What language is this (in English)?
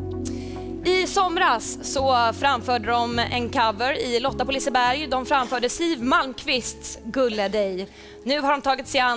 Swedish